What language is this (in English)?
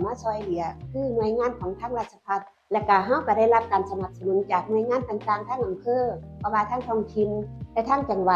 Northeastern Thai